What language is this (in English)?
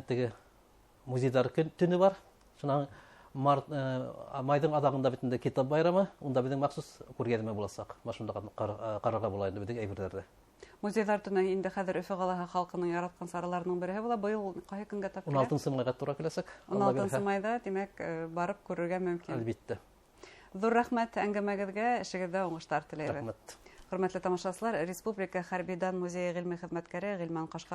Bashkir